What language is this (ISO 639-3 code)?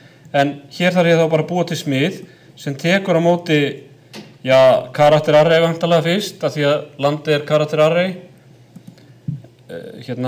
isl